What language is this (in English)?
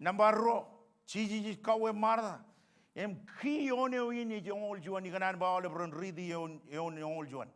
Marshallese